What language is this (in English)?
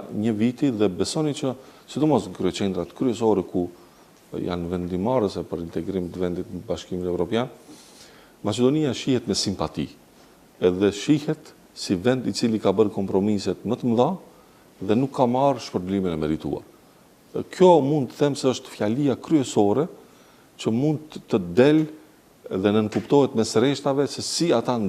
Albanian